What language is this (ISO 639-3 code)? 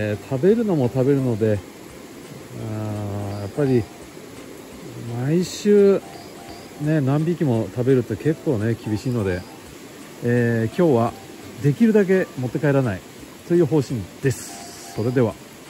jpn